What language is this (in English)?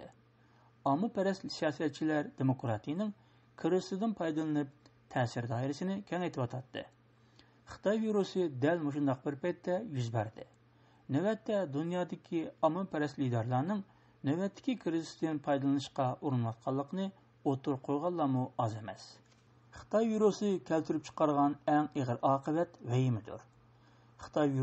Uyghur